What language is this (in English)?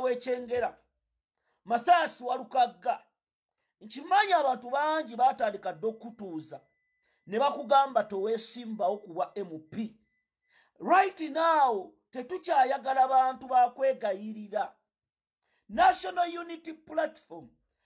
Ganda